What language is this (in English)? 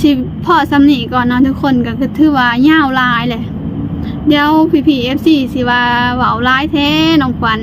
Lao